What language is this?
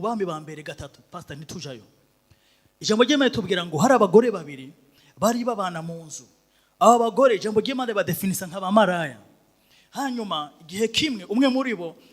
Rundi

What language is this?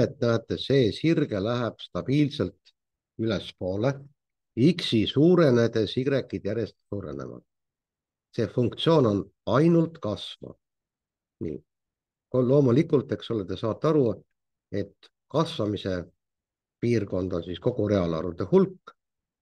Estonian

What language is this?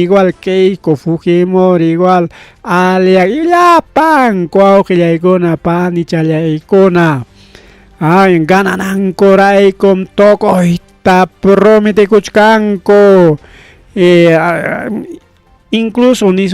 Ayacucho Quechua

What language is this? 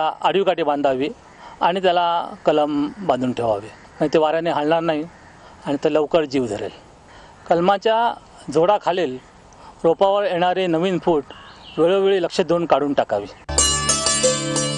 Marathi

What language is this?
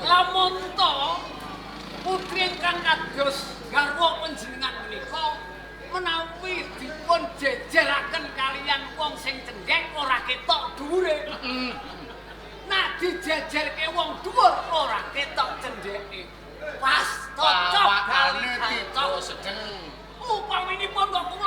Javanese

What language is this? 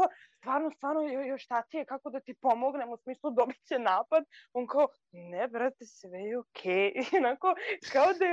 Serbian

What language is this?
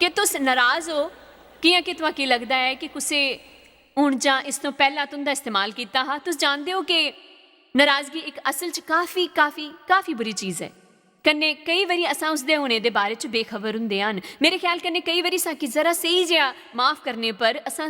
Dogri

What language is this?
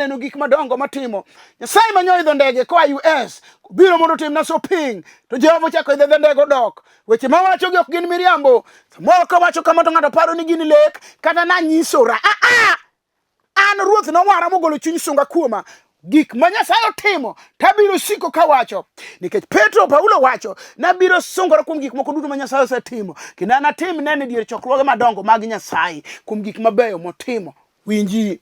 Luo (Kenya and Tanzania)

